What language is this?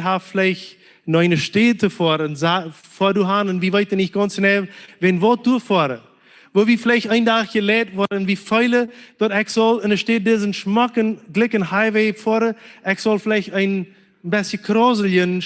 Plautdietsch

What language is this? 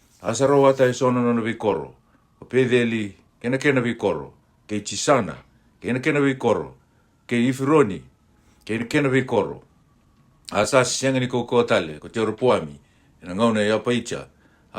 Fijian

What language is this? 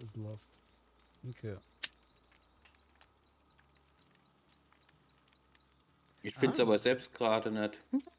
German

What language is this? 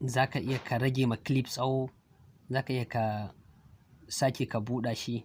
Hausa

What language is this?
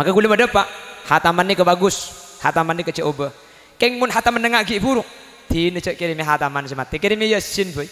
Madurese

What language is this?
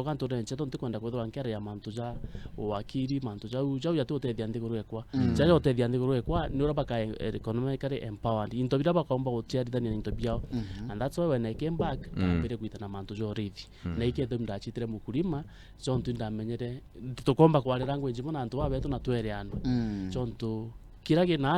Meru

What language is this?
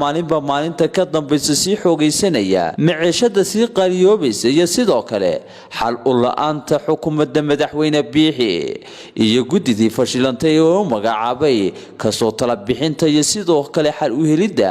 Somali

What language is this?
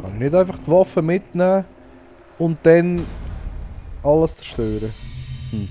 Swiss German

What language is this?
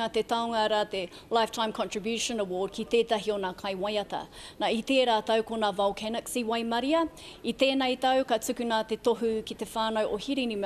Māori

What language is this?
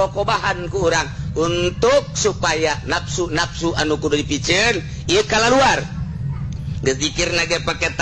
Sundanese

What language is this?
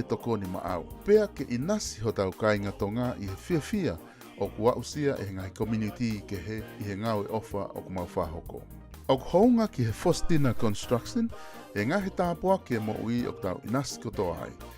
Tongan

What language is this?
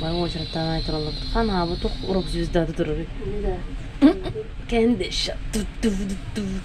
Yakut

